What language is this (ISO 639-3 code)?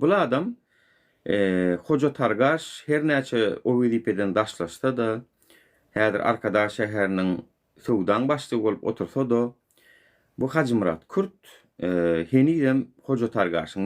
tuk